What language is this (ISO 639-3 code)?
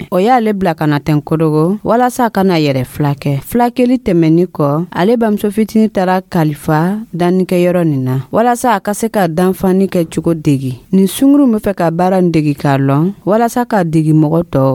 dyu